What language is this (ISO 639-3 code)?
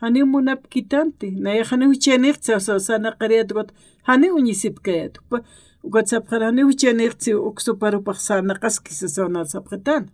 aym